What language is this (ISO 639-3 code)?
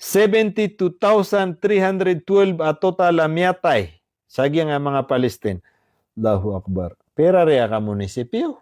mrw